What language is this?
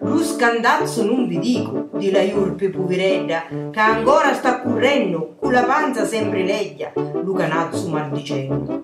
Sicilian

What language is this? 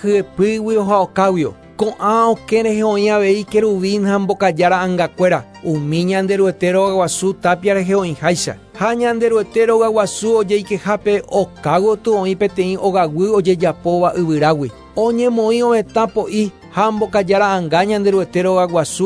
Guarani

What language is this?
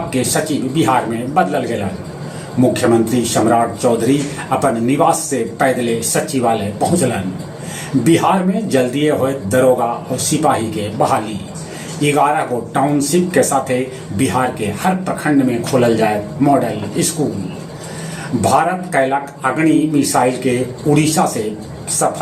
Magahi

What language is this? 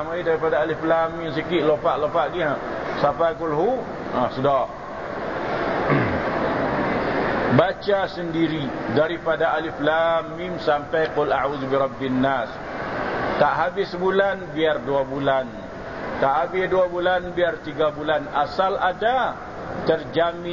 Malay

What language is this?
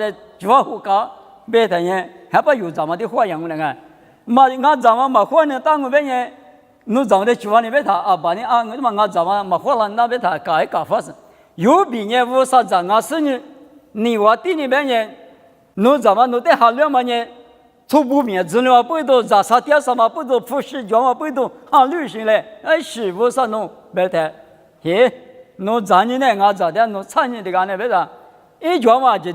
Lisu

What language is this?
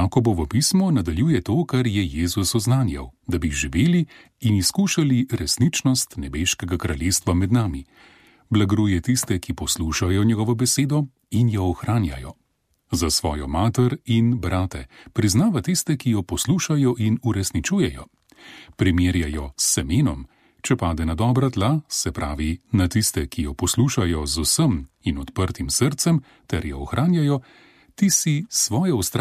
Slovenian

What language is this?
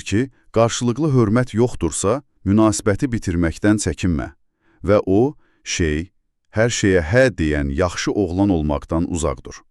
Azerbaijani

